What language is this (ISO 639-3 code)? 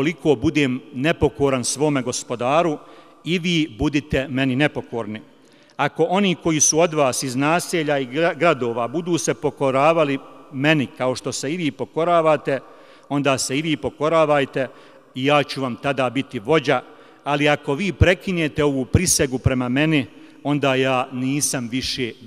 bos